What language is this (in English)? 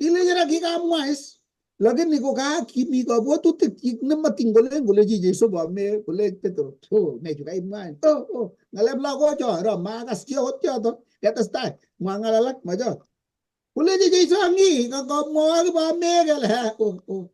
Kalenjin